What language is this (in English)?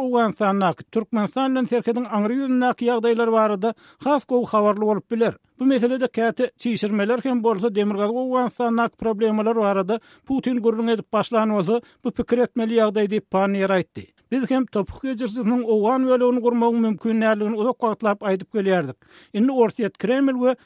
Turkmen